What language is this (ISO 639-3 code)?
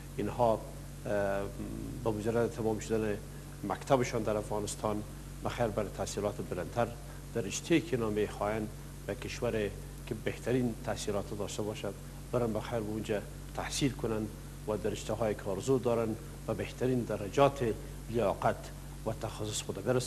fas